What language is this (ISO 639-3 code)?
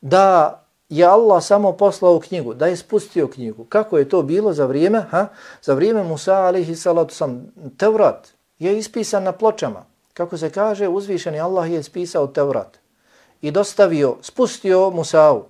bos